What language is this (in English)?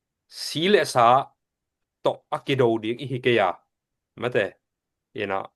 Tedim Chin